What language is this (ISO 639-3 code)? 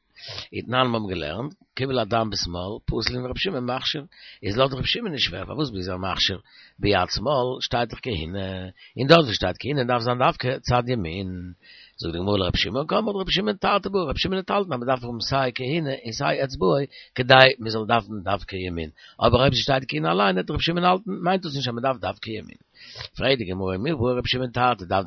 yid